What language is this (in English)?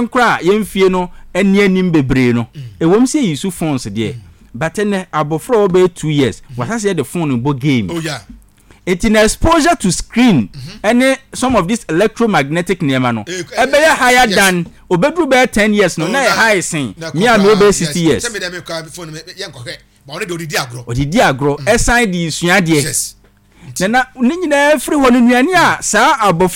Akan